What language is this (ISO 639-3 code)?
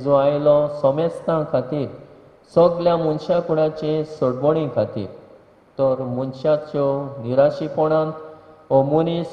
kok